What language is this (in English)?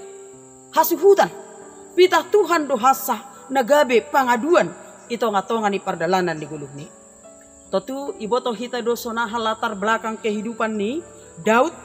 Batak Simalungun